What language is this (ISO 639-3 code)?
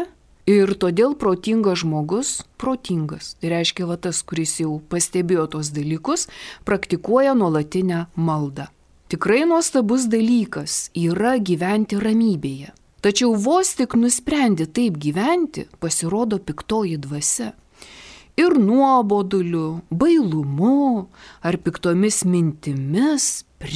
lit